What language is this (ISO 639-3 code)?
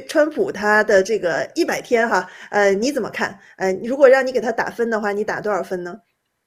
zho